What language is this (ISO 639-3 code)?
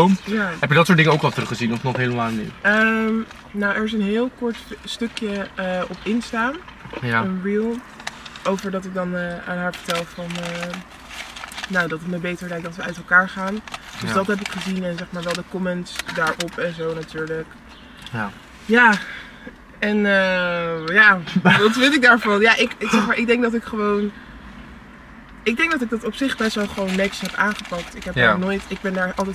nld